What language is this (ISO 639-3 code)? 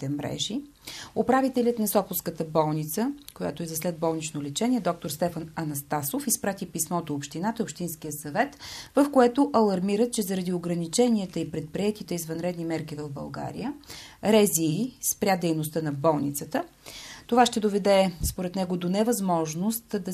bul